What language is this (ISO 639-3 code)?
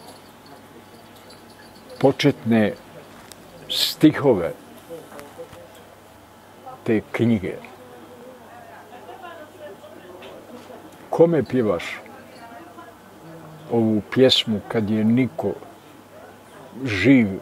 bos